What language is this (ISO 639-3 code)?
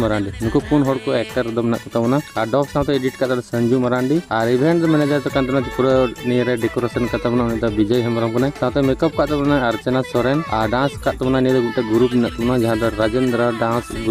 sat